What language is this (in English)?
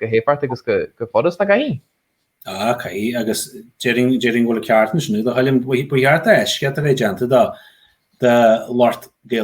Irish